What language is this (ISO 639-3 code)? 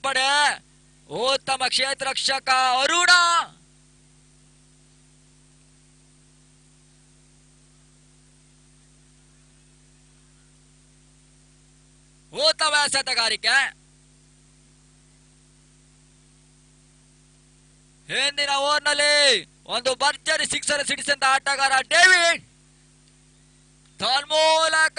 kan